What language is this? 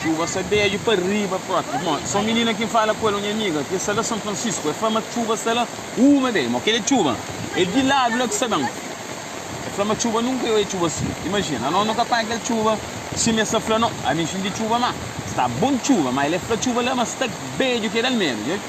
Kabuverdianu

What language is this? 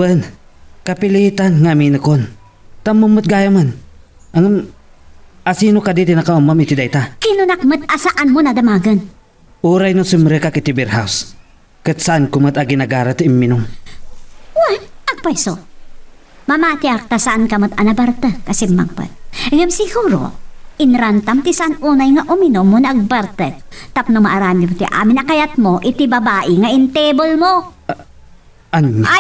Iloko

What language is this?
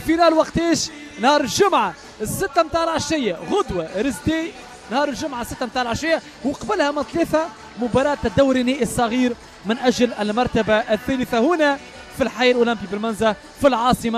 Tunisian Arabic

